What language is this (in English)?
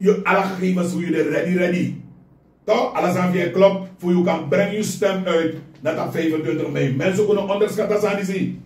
Sranan Tongo